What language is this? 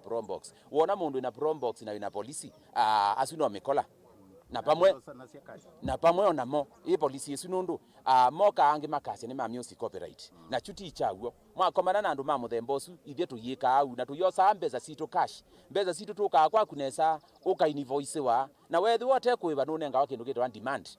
Kamba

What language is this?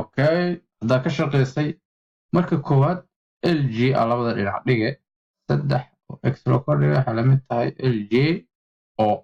Somali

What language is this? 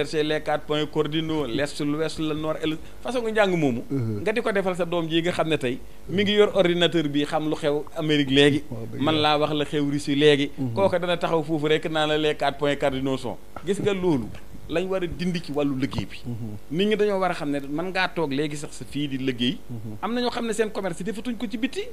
Wolof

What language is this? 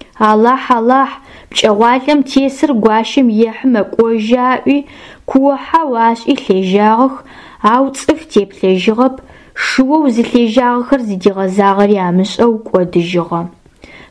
Adyghe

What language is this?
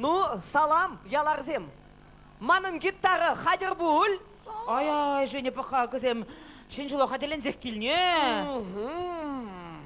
Chuvash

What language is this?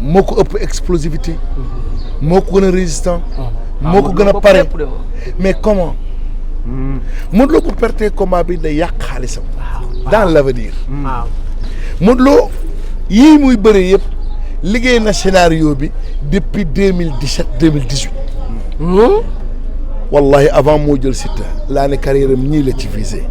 Wolof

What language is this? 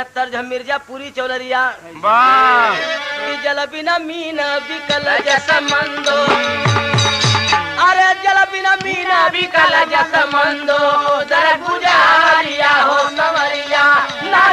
Bhojpuri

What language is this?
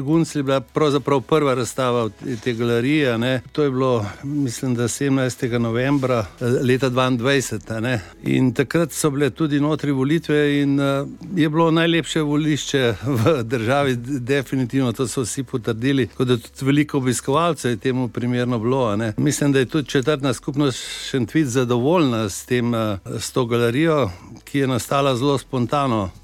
Slovenian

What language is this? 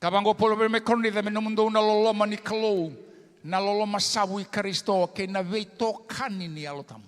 Fijian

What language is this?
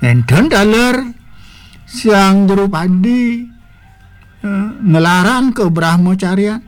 Balinese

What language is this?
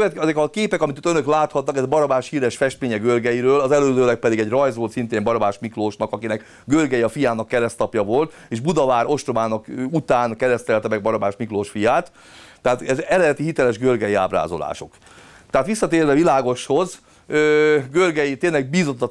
Hungarian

